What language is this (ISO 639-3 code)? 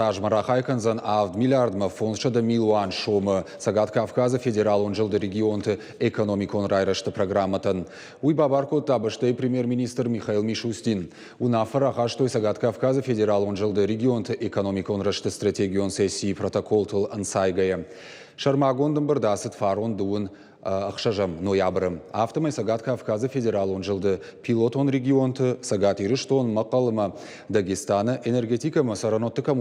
oss